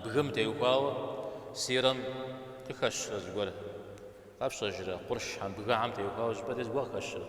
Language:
Kabardian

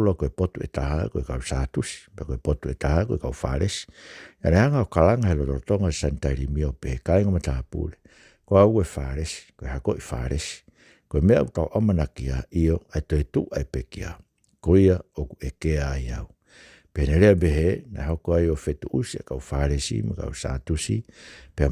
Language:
Tongan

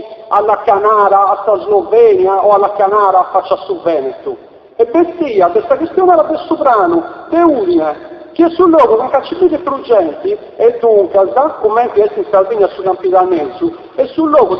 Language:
Sardinian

